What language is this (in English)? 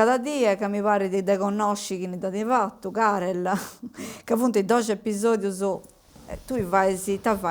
Sardinian